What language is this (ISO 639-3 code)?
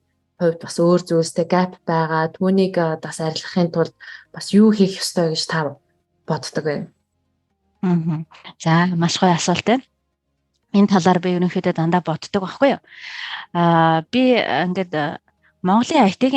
mon